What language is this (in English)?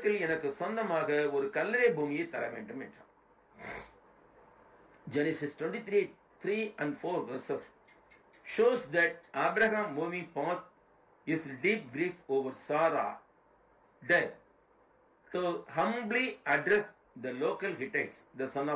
Tamil